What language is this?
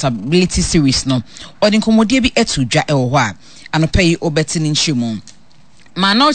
Akan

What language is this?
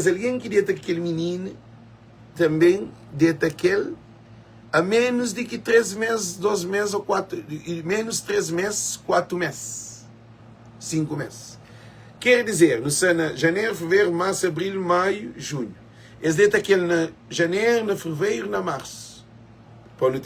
Kabuverdianu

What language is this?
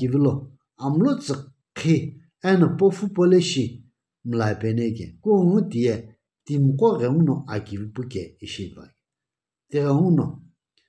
Sumi Naga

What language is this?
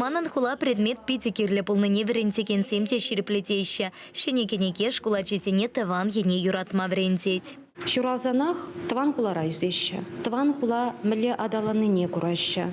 Chuvash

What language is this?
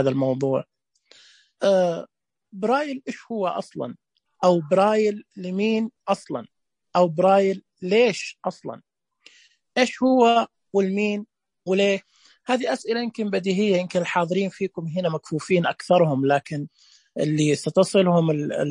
Najdi Arabic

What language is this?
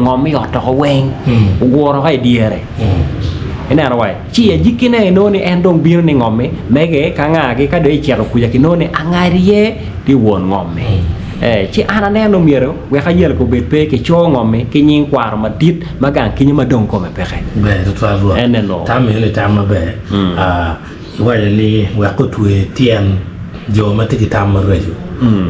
Acoli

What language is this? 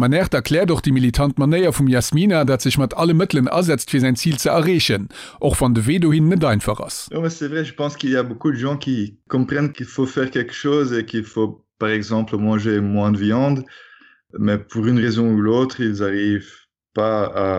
Luxembourgish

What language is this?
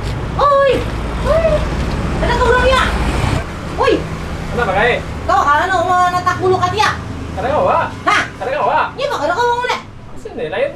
Banjar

